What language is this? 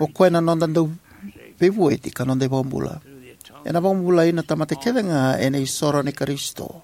Fijian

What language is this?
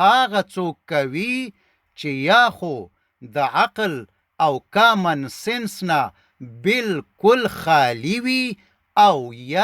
Pashto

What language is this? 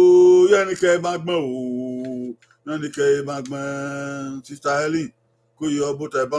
Bini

